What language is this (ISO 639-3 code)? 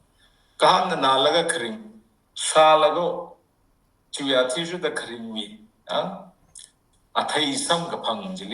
nmf